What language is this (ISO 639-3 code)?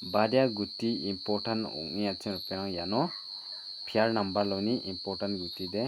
grt